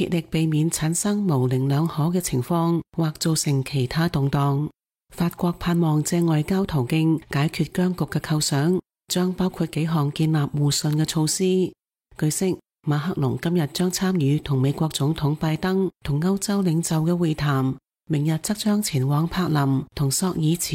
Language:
Cantonese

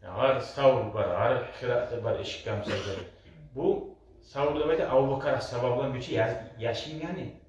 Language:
Kumyk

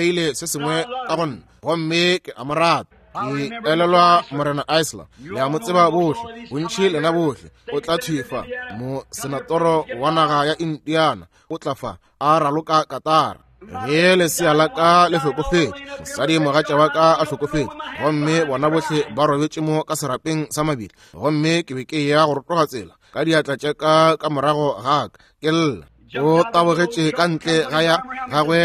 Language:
Northern Sotho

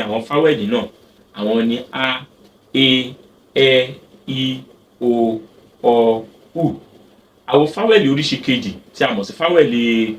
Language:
Yoruba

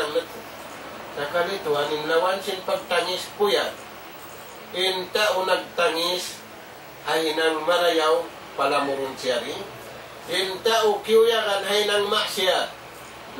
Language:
Tausug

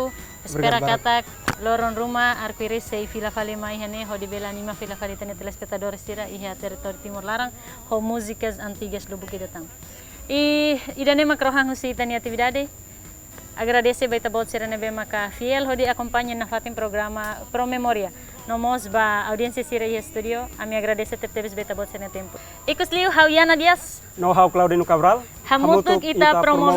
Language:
Tetum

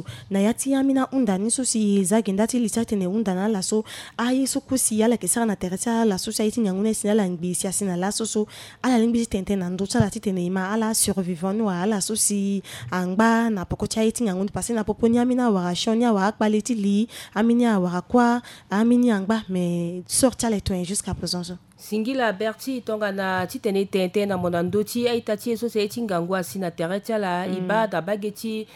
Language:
Sango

